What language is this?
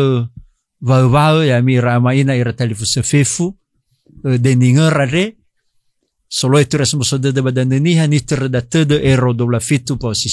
Nias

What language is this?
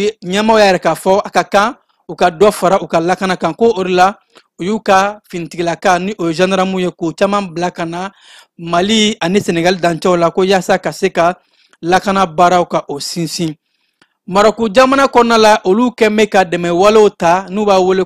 Bambara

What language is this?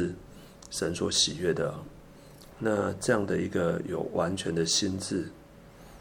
Chinese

